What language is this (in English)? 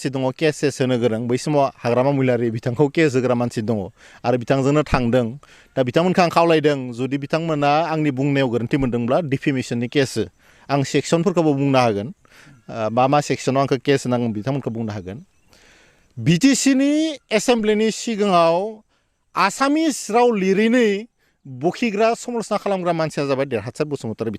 Bodo